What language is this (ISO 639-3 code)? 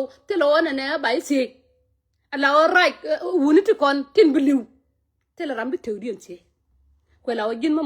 nus